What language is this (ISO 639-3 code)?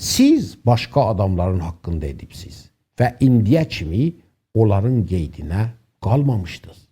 azb